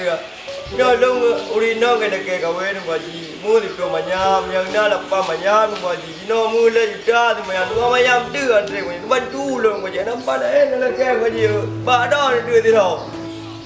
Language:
Achinese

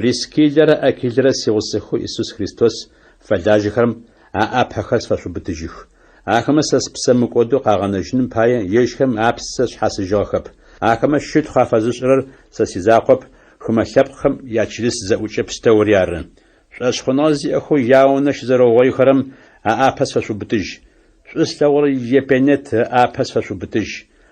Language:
Adyghe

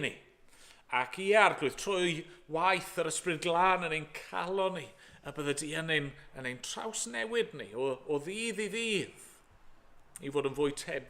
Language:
Welsh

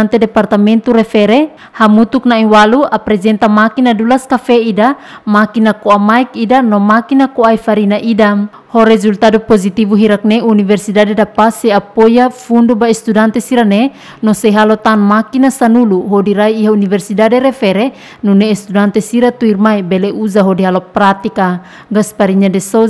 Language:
Tetum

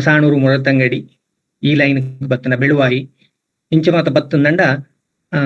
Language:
Tulu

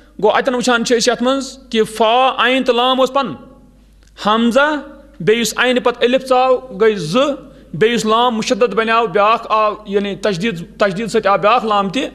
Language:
Kashmiri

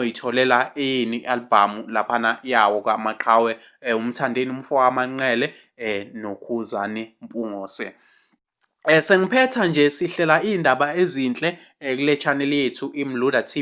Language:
Zulu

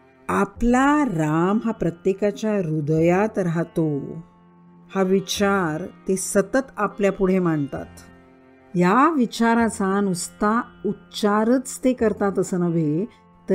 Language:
Marathi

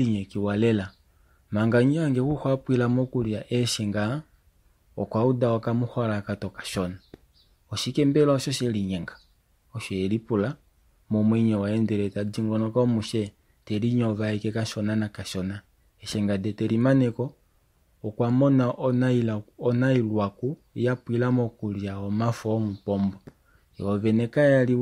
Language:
Kuanyama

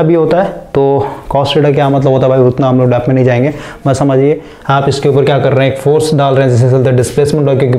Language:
Hindi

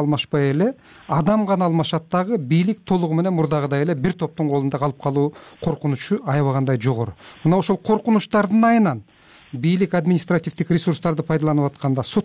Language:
Kyrgyz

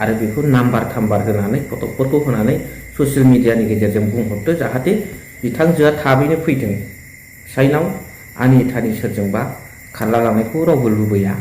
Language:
Bodo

